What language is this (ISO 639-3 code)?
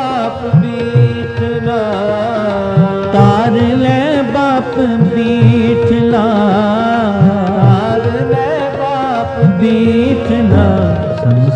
pan